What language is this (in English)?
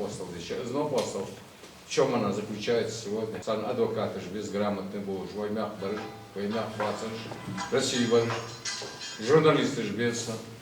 Ingush